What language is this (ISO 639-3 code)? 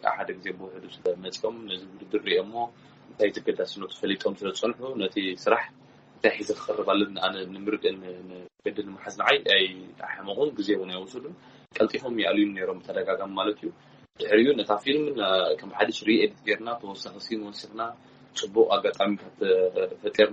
tir